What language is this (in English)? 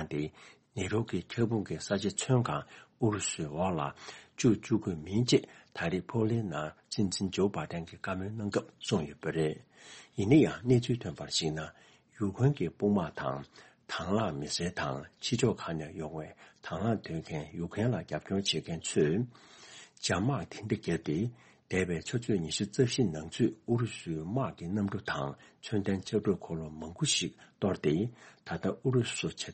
Tibetan